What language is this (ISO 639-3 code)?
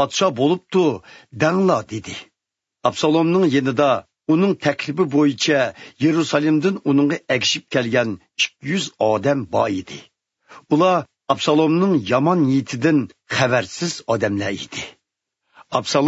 uig